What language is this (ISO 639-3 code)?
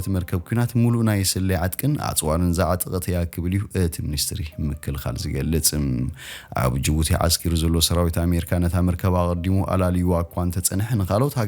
tir